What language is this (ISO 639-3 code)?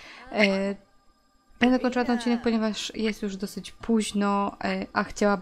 pol